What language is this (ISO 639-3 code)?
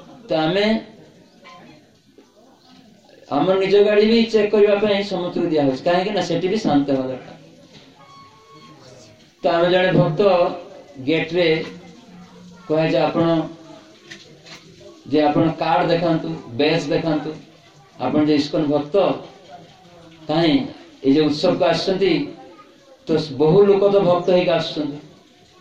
ori